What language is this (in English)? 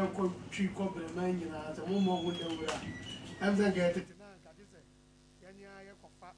Akan